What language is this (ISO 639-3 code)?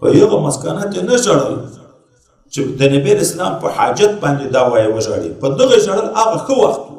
pus